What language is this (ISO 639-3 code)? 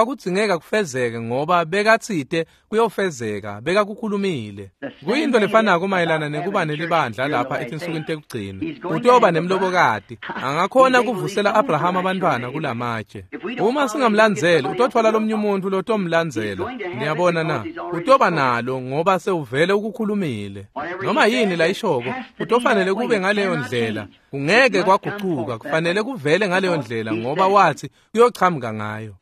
ssw